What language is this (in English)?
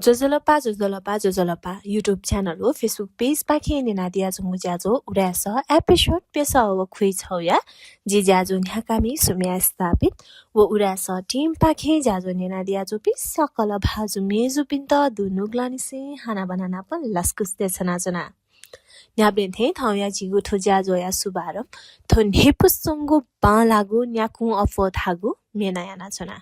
Newari